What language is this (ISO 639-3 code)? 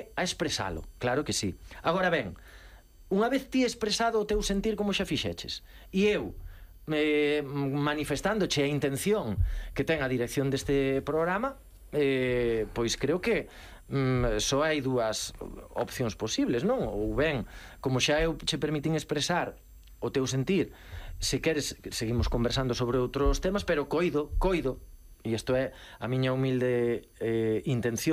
glg